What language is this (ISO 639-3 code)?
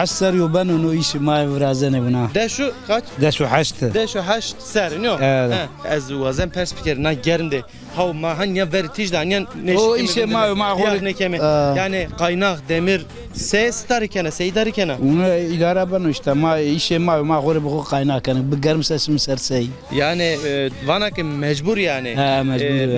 zza